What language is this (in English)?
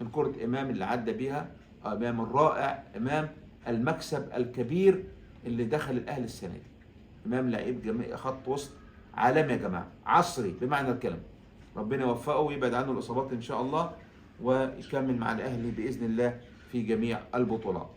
Egyptian Arabic